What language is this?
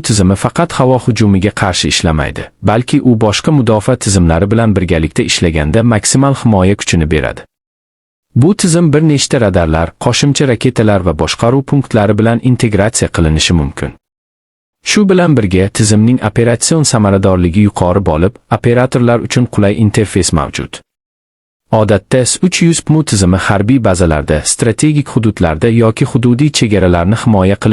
Uzbek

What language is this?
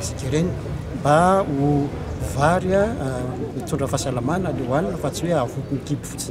Malagasy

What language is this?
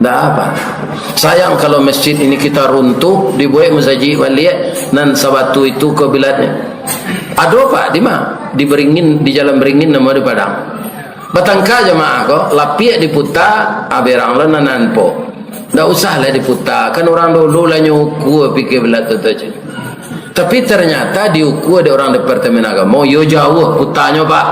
Minangkabau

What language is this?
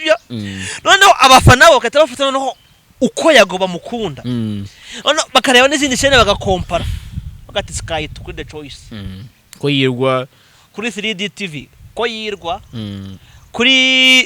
Kinyarwanda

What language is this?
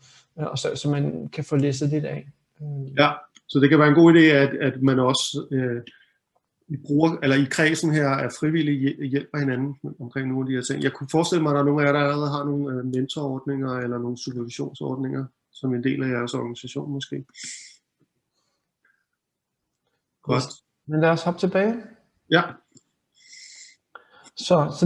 Danish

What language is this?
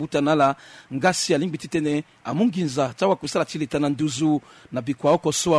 Sango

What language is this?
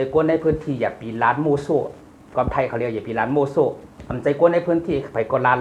Shan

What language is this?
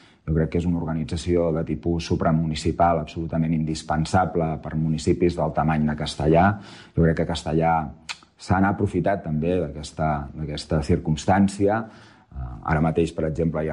Catalan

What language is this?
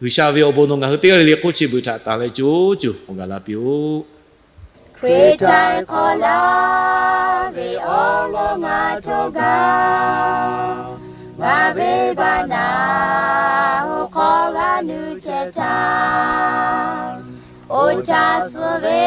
Lahu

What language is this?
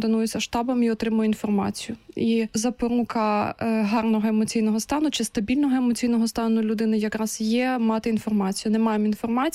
Ukrainian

